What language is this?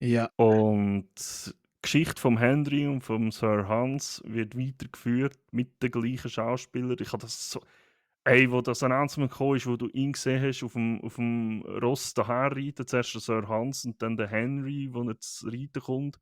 Swiss German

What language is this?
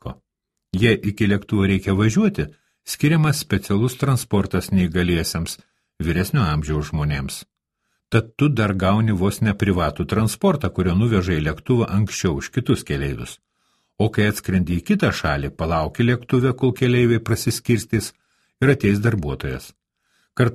Lithuanian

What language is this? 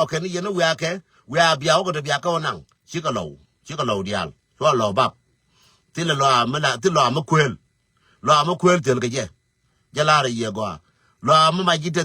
Nuer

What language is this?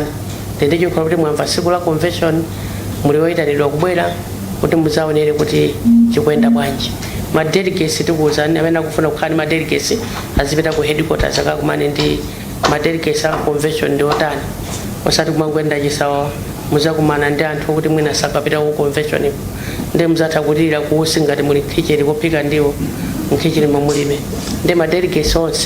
Nyanja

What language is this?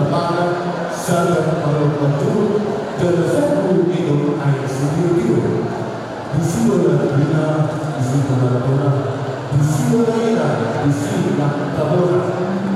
Batak Toba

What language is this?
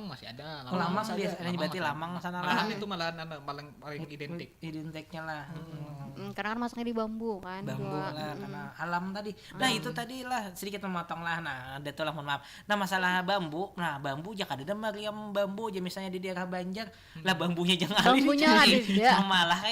Banjar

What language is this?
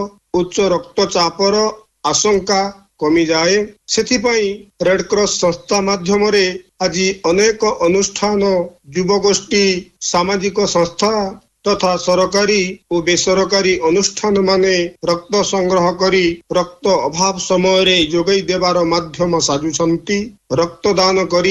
Odia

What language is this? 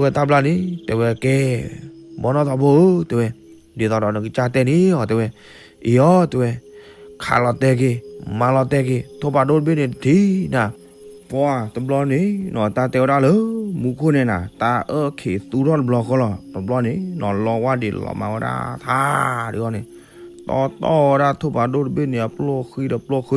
S'gaw Karen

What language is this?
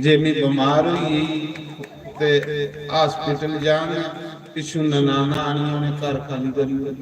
Dogri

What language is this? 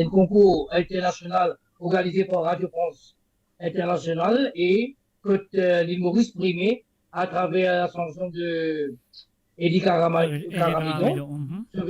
Morisyen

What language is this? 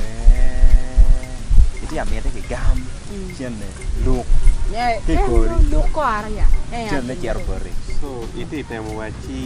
Acoli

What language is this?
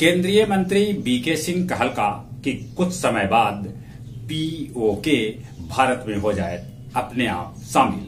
Magahi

